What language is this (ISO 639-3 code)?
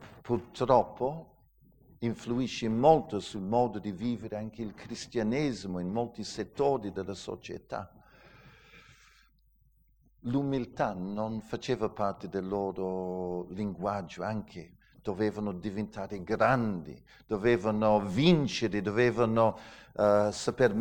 ita